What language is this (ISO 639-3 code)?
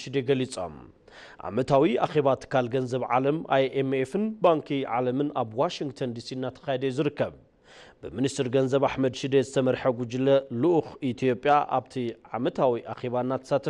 tir